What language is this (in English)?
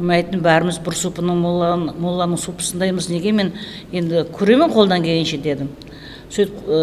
Kara-Kalpak